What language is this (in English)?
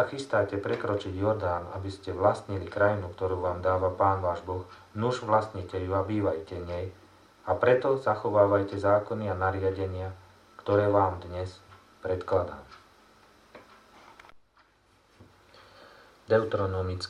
Slovak